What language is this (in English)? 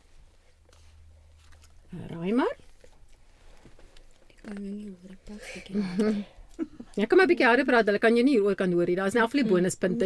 Afrikaans